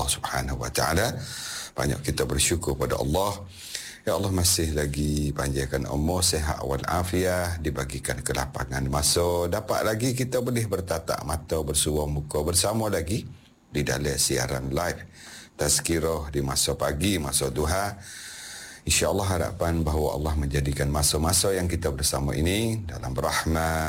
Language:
Malay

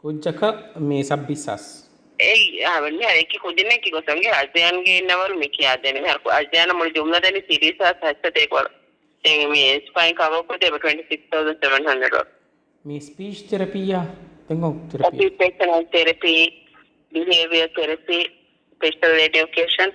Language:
Divehi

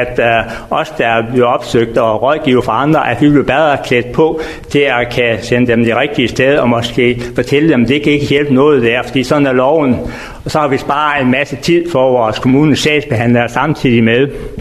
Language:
Danish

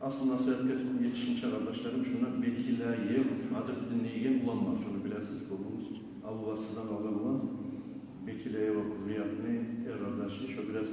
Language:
Kumyk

